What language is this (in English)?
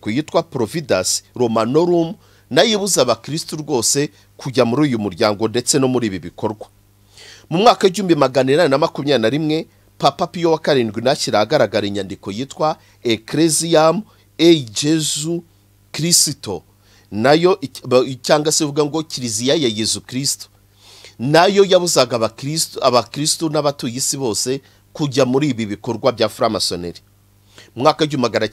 Kinyarwanda